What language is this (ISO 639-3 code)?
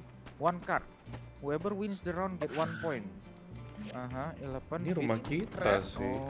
ind